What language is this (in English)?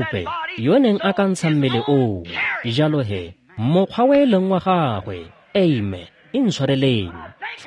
Tswana